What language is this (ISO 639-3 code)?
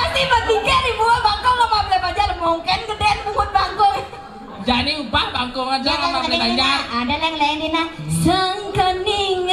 ban